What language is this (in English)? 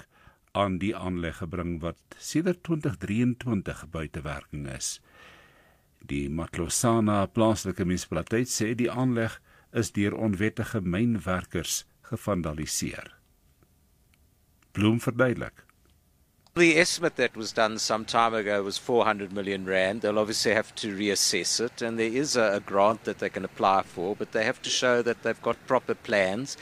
Afrikaans